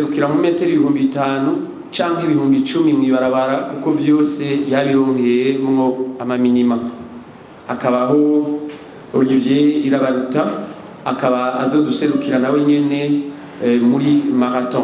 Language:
Rundi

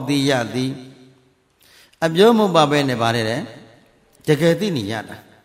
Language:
Burmese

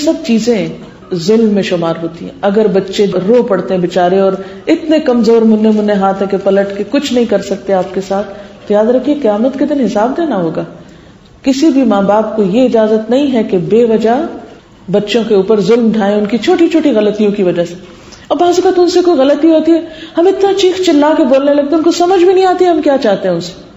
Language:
Urdu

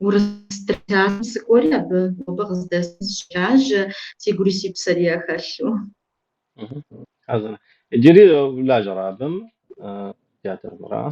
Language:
Kabardian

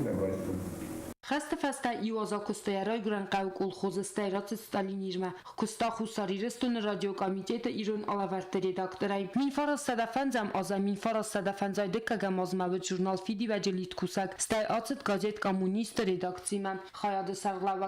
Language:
Ossetic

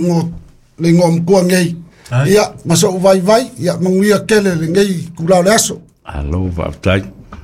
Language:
Samoan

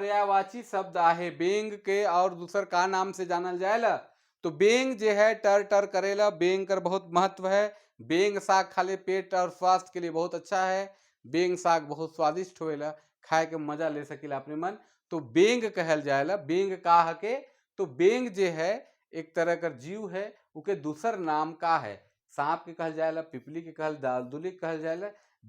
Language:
Sadri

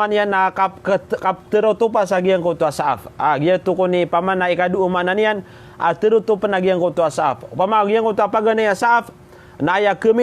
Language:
Maranao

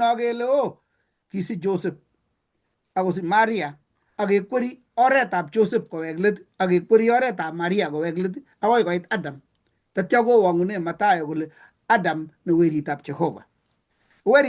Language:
Kalenjin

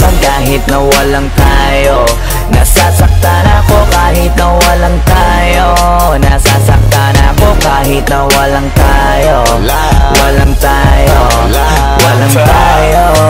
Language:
Filipino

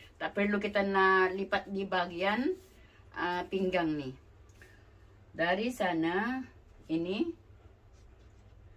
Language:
Malay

